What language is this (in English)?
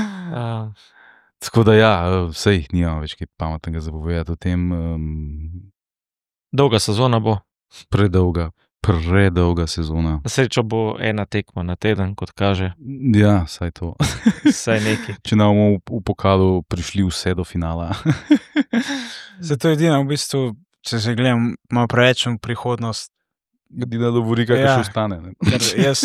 Slovenian